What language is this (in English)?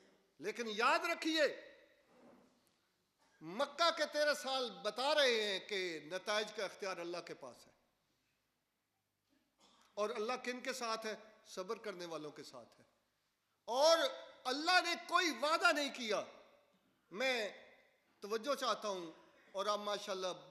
Urdu